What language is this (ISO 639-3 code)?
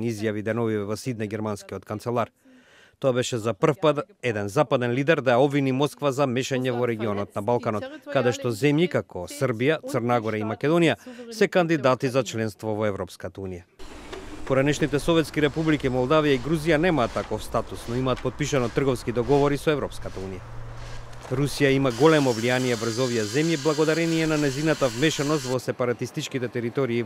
mkd